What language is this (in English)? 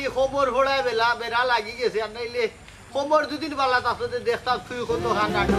Sylheti